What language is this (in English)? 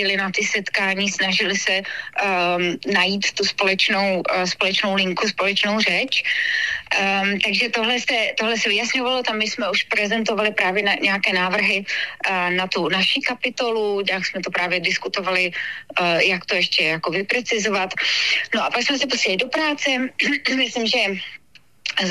Czech